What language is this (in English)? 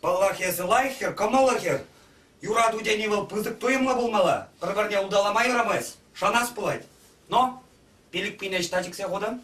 Chuvash